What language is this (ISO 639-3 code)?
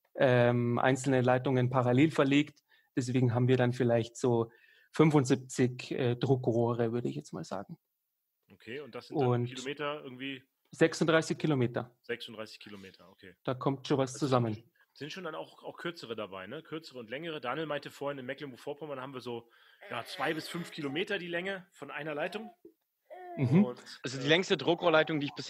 deu